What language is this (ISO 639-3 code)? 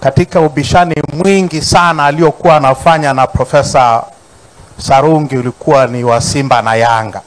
swa